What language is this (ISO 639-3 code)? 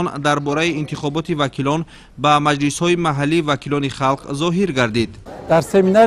tgk